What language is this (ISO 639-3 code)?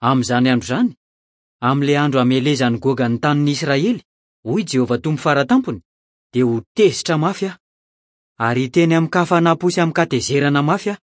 mlg